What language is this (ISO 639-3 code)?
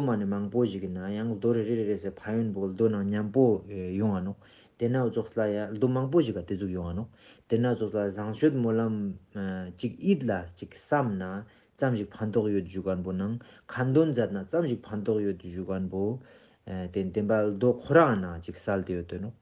lbj